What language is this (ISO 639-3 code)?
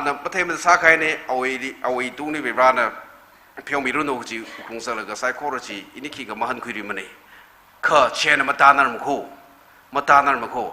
nmf